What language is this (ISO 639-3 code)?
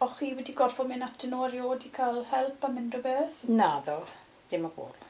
cym